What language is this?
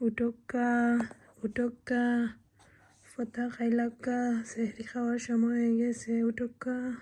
Sylheti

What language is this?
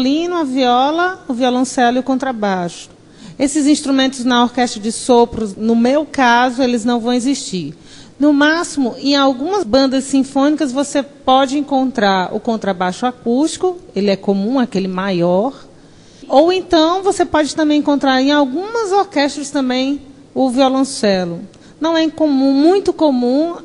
Portuguese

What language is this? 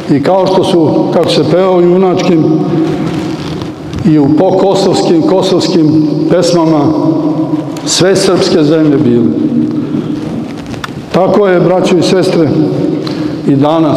Serbian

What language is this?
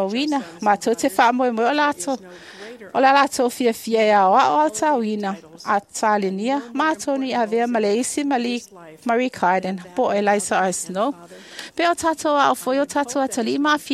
Samoan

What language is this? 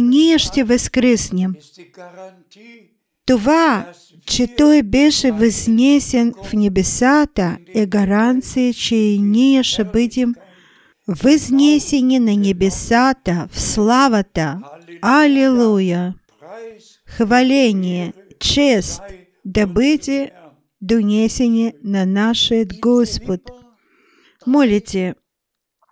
Bulgarian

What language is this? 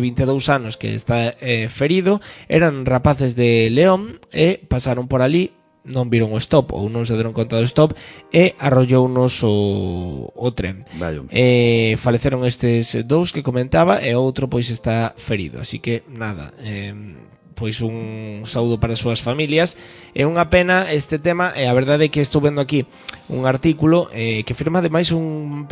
Galician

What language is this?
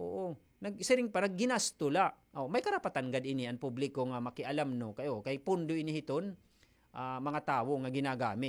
Waray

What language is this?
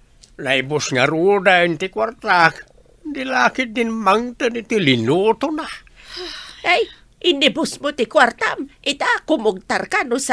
Iloko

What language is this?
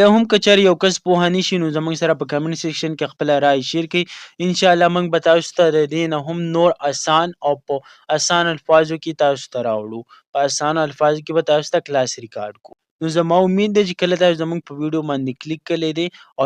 Pashto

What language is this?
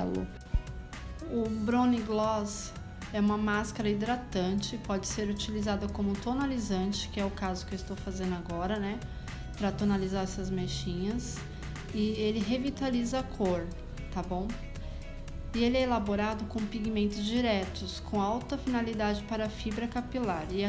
Portuguese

